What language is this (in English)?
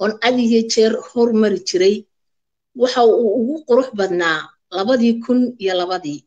Somali